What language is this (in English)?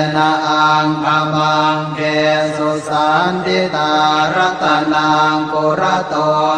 Pali